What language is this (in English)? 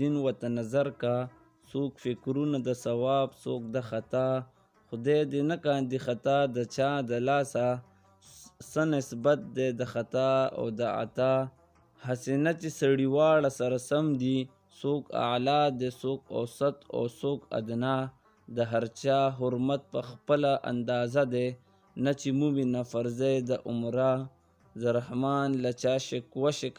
Pashto